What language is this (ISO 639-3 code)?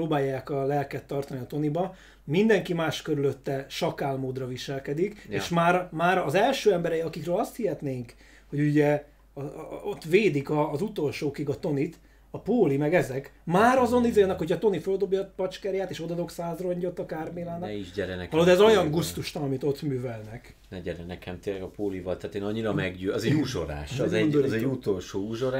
hun